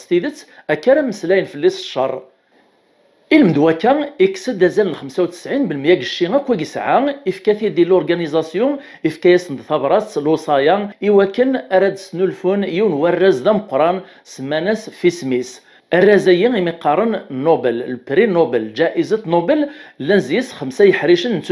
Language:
Kabyle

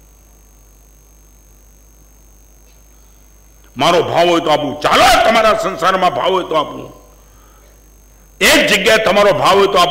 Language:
Gujarati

